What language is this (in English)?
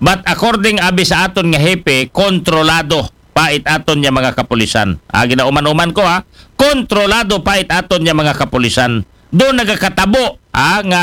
Aklanon